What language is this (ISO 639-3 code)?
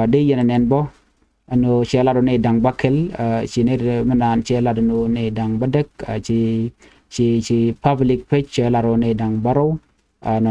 nus